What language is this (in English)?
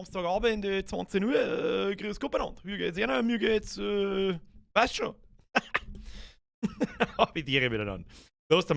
Bavarian